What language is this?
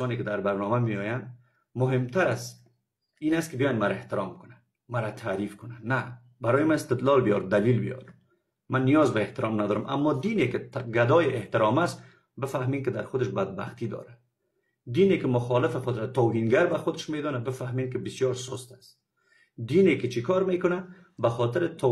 Persian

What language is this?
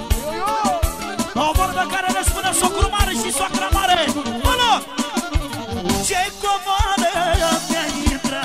Romanian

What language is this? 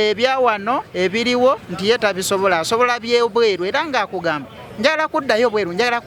Ganda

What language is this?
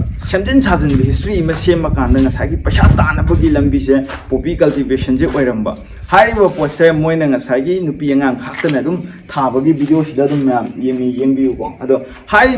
Manipuri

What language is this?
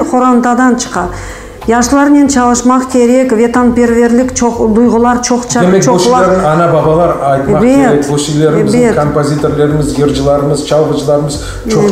Crimean Tatar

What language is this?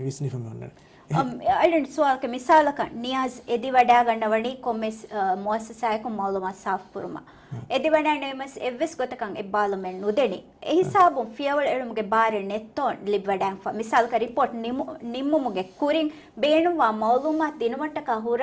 Divehi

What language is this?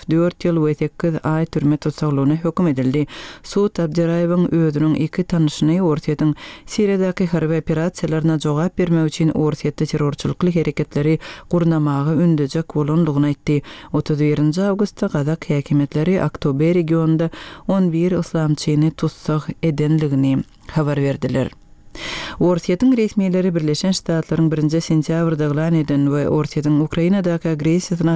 Turkmen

